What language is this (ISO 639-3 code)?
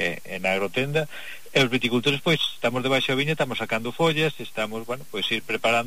glg